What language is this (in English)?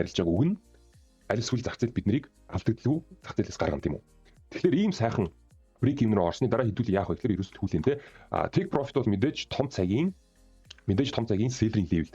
Mongolian